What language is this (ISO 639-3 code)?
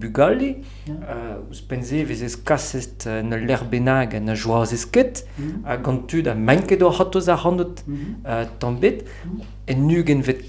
bre